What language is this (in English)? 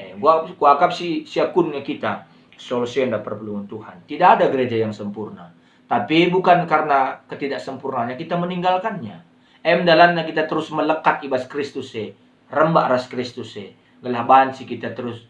Batak Karo